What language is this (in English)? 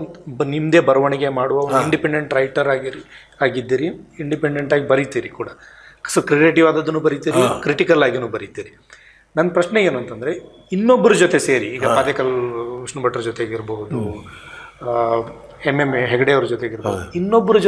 Kannada